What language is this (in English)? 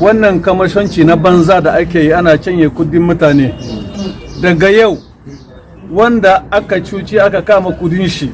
Hausa